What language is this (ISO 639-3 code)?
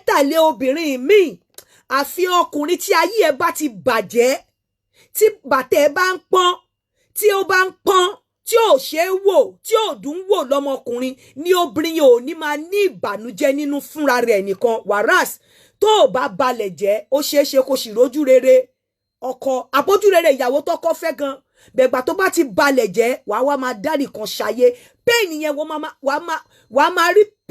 yor